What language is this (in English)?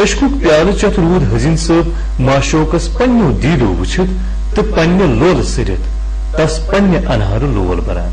Kashmiri